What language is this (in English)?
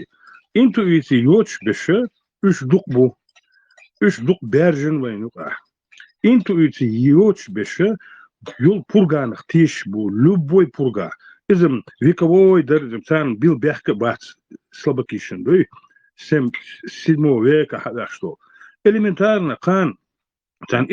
Chechen